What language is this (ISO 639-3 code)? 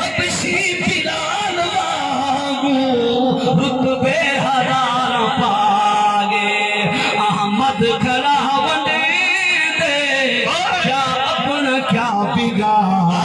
skr